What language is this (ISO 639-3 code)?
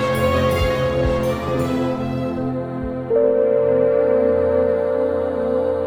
ell